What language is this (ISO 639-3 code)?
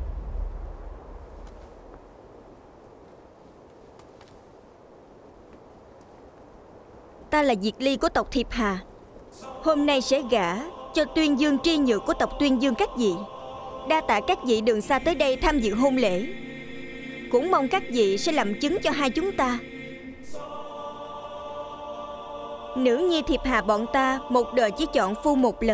vie